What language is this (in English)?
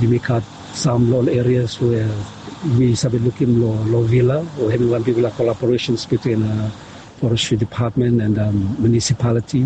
Bislama